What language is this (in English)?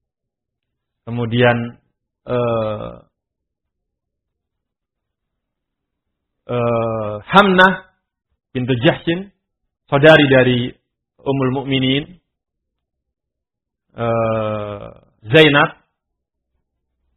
Indonesian